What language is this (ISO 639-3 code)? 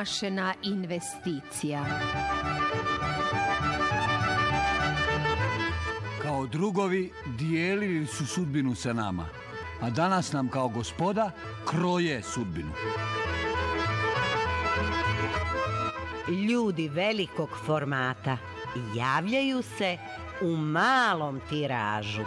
hrv